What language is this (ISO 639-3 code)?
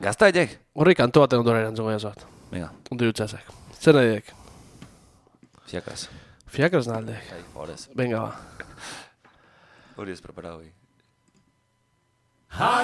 eus